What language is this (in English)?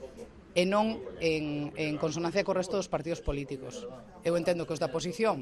Galician